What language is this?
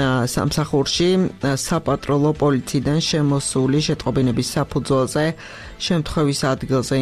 Georgian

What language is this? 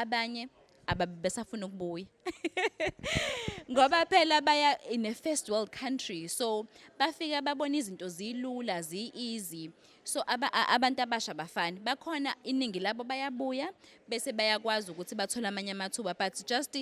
Zulu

